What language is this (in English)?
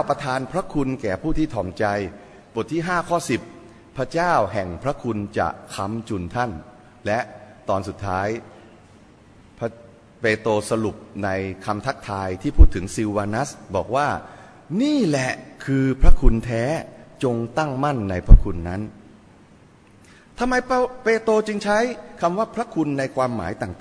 Thai